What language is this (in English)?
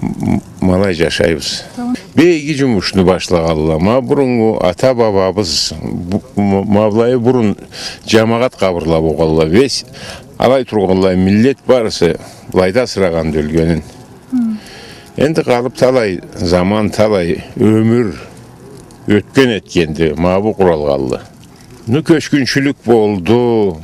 Karachay-Balkar